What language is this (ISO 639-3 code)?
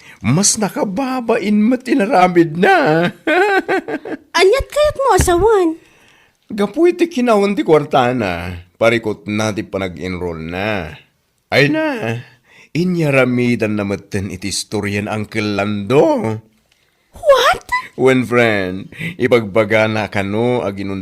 ilo